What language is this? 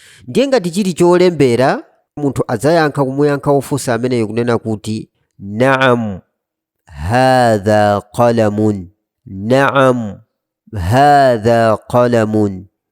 Nyanja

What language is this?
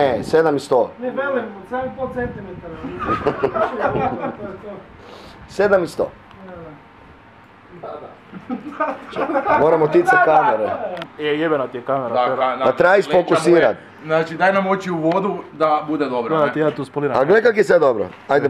Croatian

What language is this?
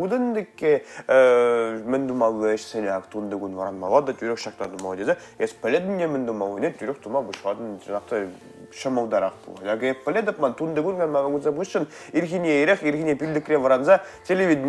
Chuvash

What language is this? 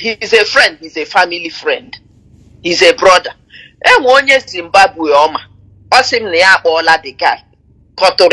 Igbo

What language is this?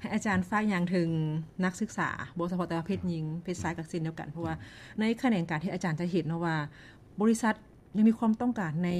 Lao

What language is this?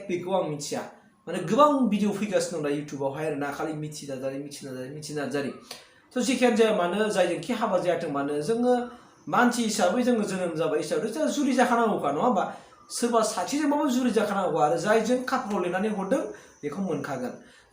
Bodo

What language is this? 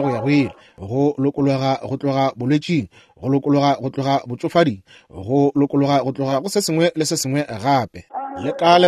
Northern Sotho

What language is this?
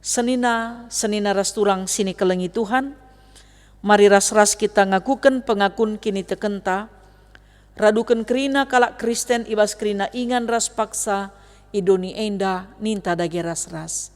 Batak Karo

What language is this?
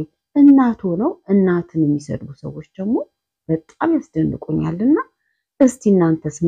Amharic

